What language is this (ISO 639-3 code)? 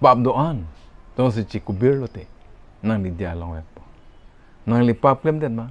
mjw